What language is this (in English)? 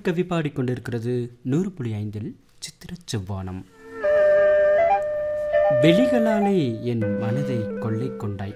Tamil